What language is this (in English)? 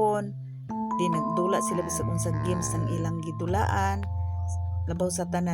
Cebuano